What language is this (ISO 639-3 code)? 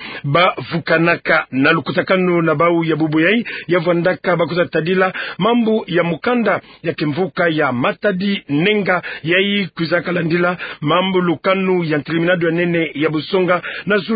ktu